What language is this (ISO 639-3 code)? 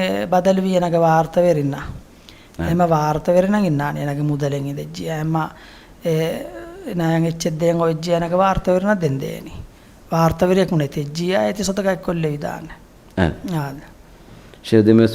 div